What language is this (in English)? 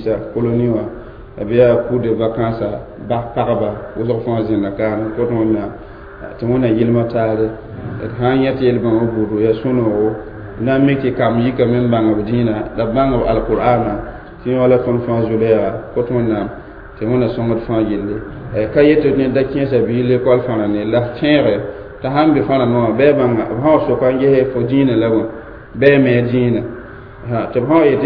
Mossi